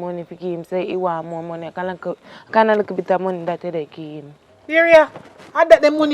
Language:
Jamaican Creole English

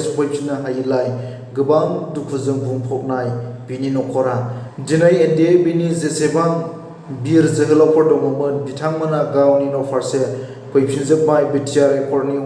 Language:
Bodo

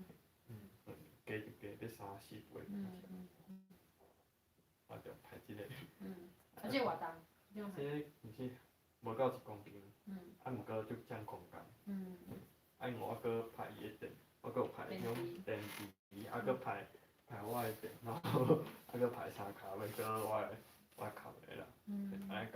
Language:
Min Nan Chinese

